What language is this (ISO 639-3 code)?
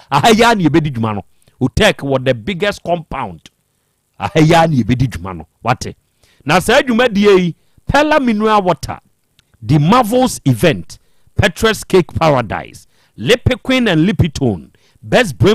aka